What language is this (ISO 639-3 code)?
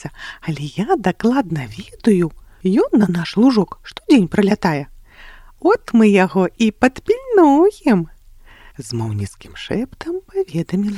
bel